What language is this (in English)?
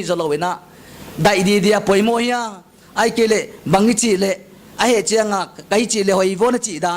Paite Chin